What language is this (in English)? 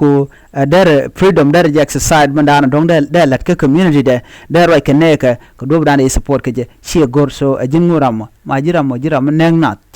Nuer